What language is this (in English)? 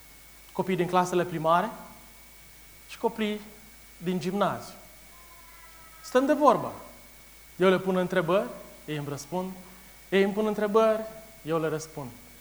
Romanian